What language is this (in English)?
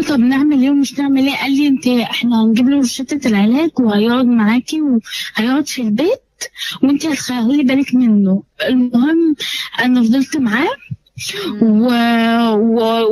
Egyptian Arabic